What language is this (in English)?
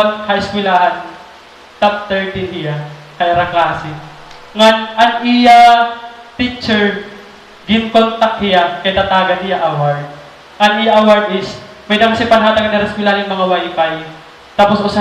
Waray